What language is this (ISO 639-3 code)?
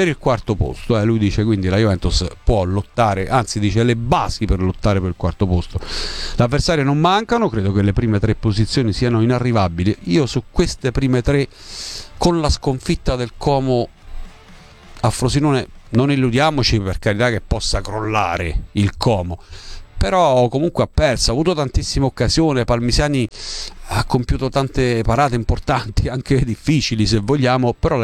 ita